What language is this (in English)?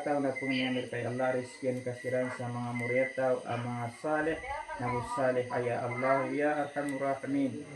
Maranao